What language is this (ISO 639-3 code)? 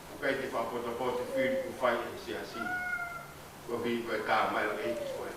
ton